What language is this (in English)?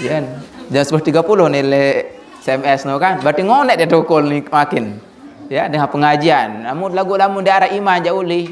Sasak